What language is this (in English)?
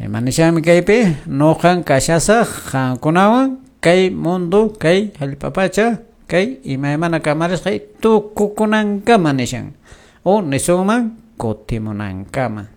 Quechua